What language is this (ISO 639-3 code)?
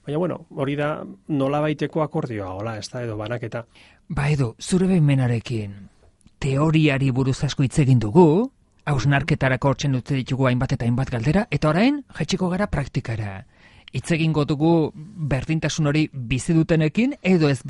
eus